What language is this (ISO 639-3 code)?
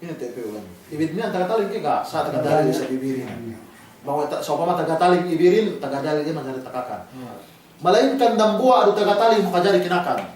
yka